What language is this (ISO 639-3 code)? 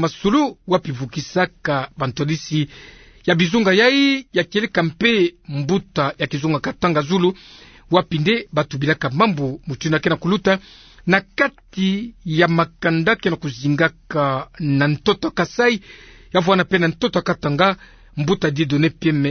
ktu